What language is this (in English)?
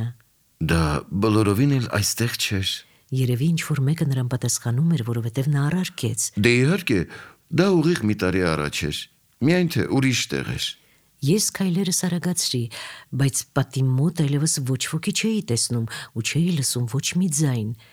Armenian